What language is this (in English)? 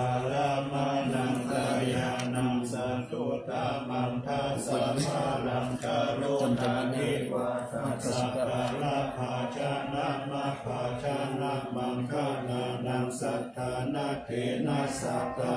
Pali